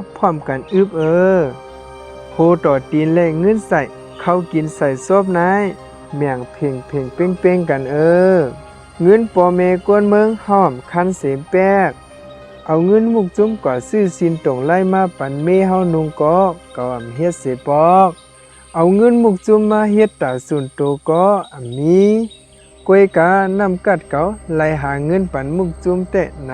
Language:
Shan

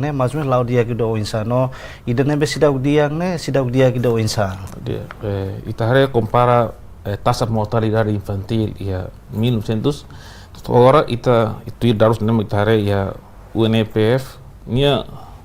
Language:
Tetum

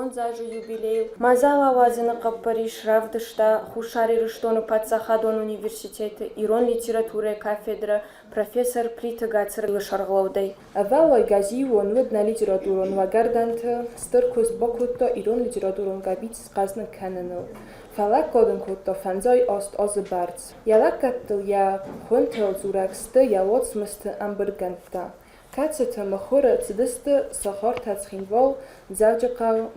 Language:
Ossetic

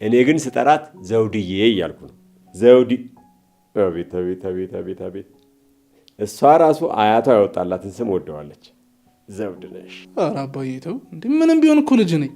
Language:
Amharic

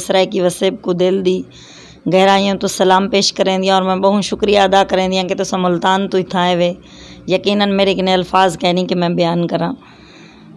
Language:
Saraiki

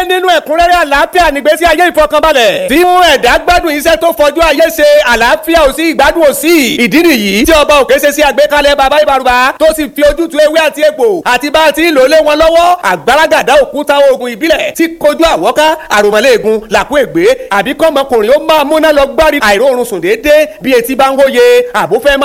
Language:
Yoruba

